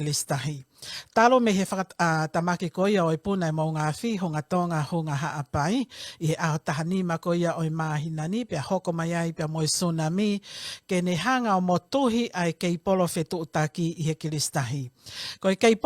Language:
Tongan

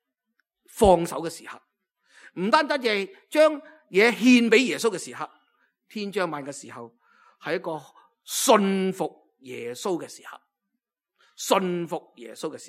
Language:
Cantonese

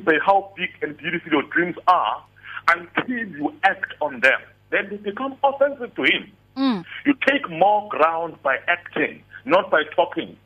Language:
English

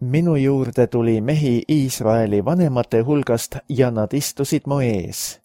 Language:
Estonian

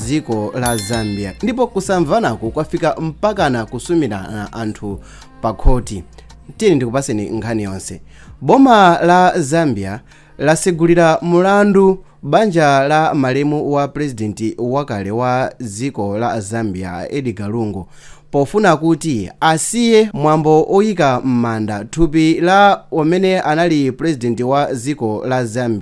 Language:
Nyanja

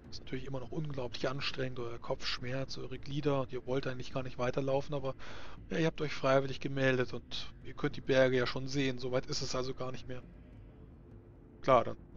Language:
German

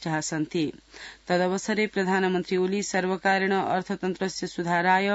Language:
Sanskrit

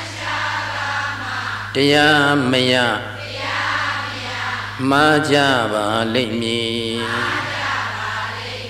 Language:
Burmese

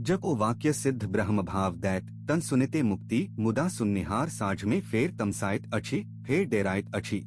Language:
Maithili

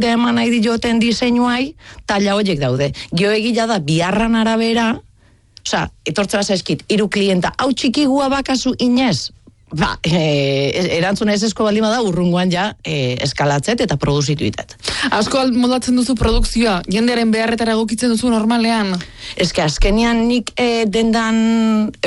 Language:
Basque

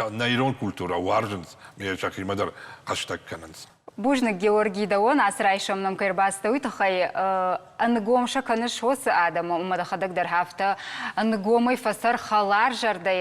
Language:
Ossetic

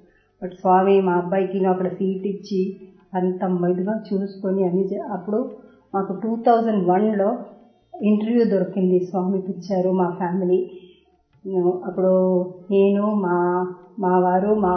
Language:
Telugu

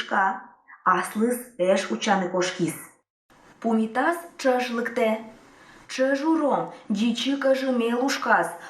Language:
Udmurt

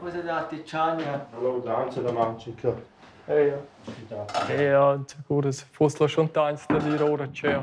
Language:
Romansh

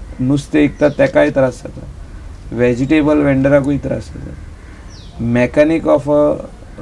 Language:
Konkani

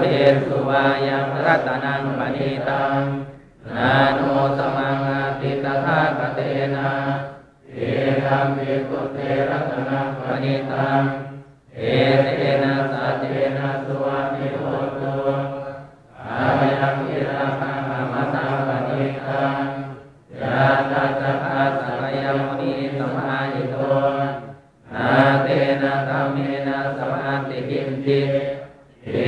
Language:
Pali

